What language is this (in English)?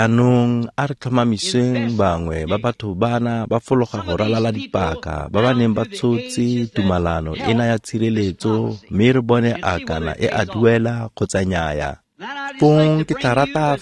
Tswana